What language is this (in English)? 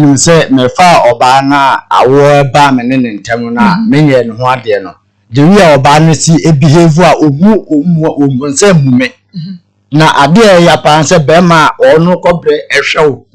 Akan